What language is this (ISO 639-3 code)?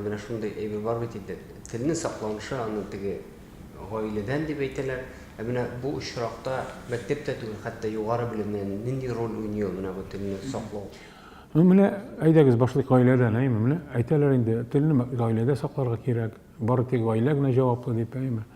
tat